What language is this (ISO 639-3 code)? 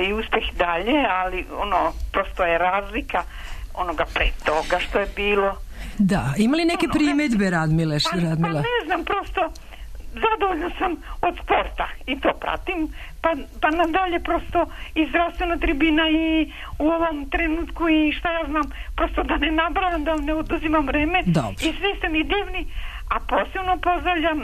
srp